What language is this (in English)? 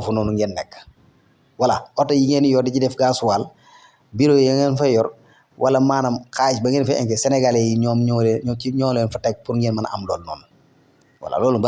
Wolof